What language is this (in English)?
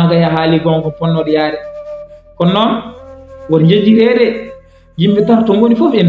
Fula